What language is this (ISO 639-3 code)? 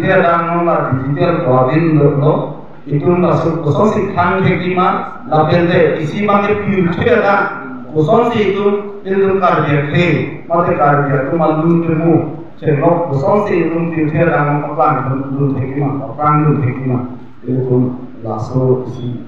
mjw